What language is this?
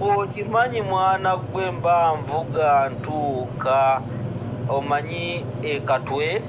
Ganda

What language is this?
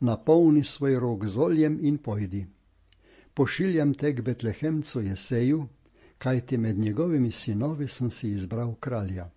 Slovenian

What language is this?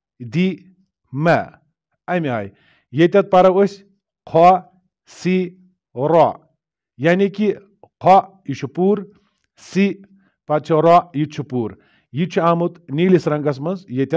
Kashmiri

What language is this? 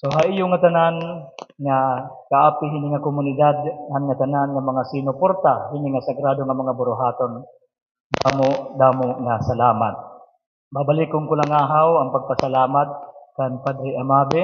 Waray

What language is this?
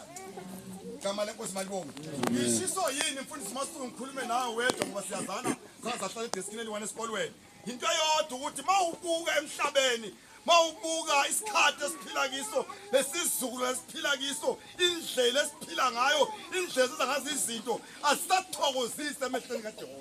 North Ndebele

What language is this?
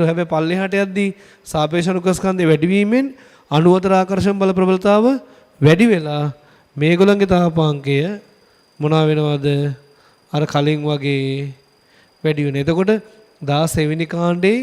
Sinhala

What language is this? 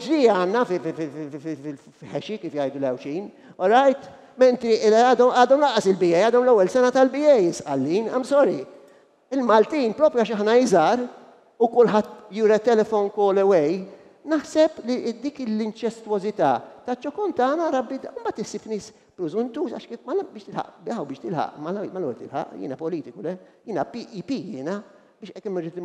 Maltese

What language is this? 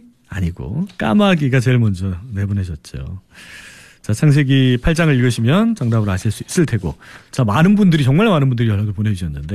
Korean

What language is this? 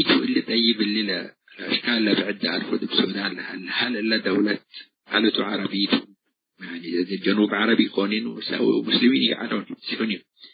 Tigre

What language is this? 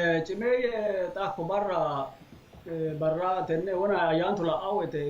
Sidamo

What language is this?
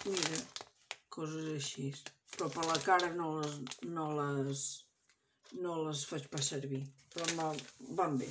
Catalan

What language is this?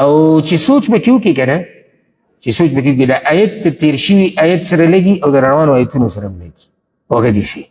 Pashto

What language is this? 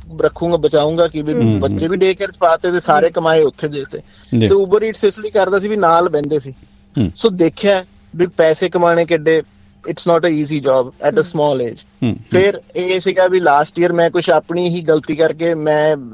Punjabi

